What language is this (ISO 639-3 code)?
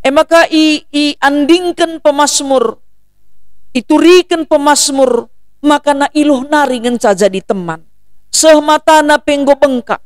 btx